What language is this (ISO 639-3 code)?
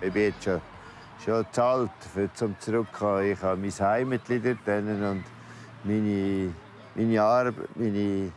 gsw